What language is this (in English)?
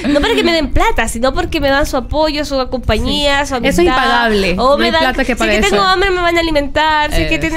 Spanish